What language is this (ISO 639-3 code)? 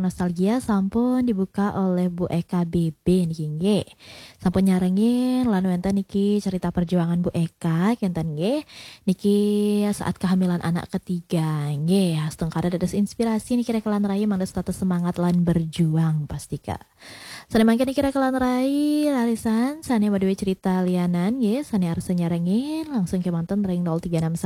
ban